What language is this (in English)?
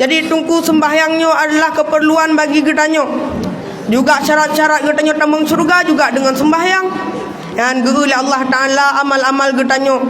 Achinese